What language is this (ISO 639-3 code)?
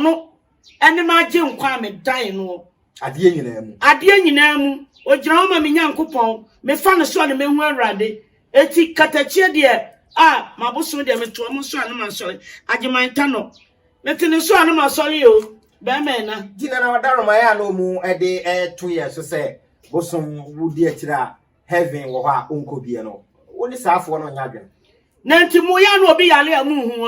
aka